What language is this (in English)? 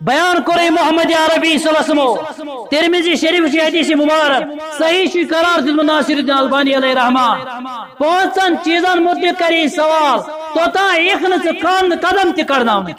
Kashmiri